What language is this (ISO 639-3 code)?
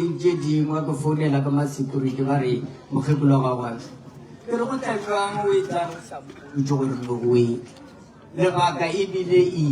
nso